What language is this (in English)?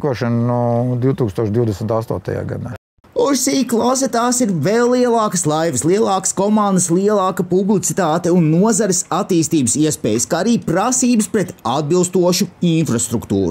Latvian